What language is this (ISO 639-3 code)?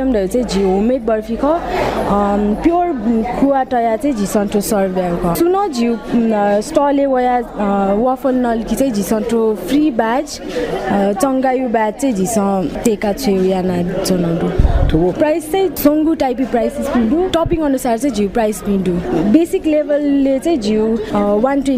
new